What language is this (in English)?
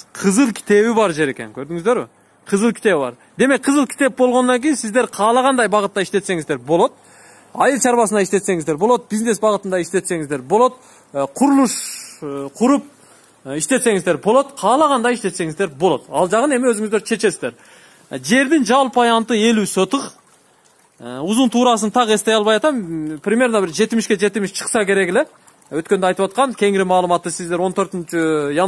Kyrgyz